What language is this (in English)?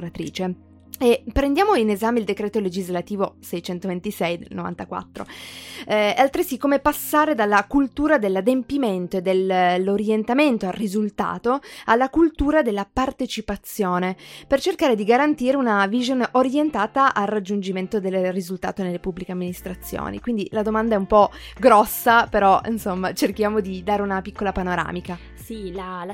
Italian